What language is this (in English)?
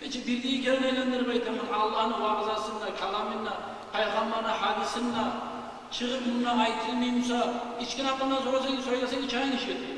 Kumyk